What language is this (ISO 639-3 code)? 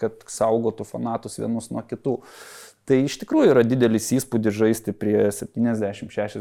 lit